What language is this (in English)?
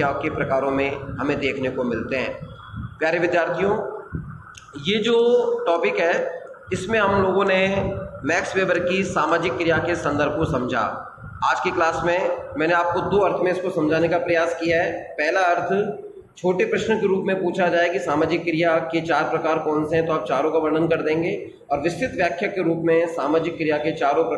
Hindi